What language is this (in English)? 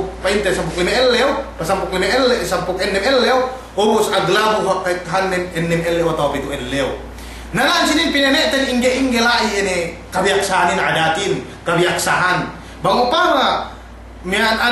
Yakan